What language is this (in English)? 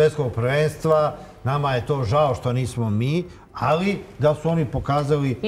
Serbian